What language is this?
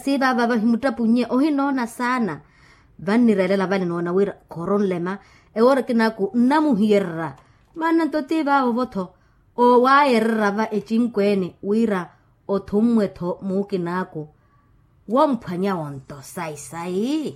Makhuwa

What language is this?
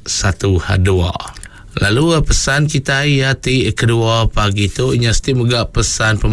Iban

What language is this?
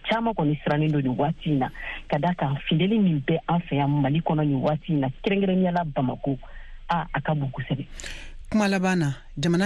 Bambara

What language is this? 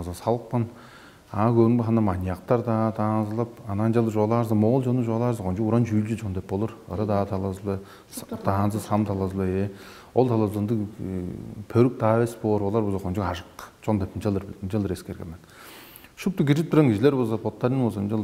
Tuvinian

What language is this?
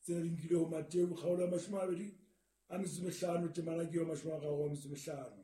Southern Sotho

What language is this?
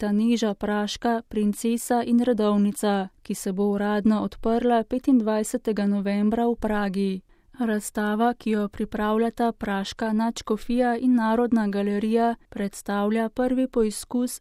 Slovenian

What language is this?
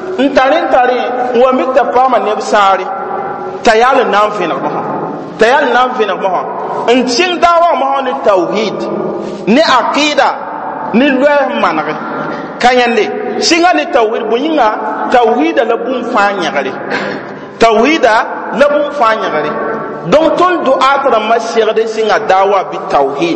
Mossi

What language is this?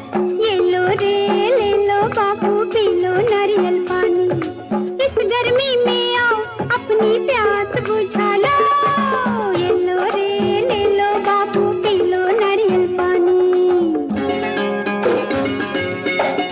Hindi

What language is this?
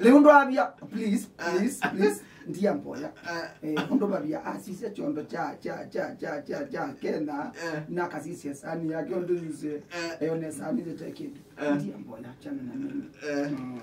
Kamba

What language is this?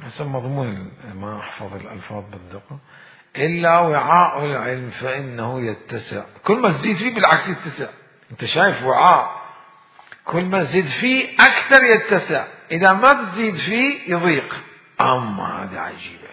Mesopotamian Arabic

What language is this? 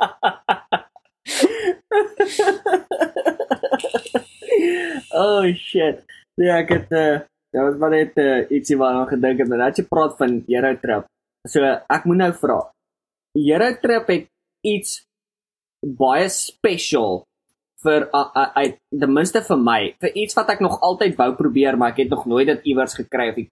Afrikaans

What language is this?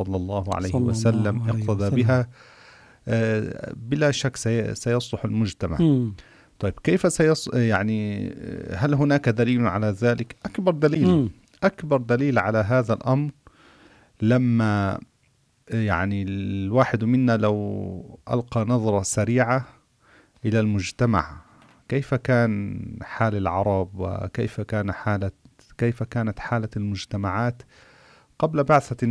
Arabic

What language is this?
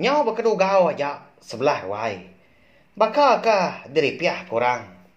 Iban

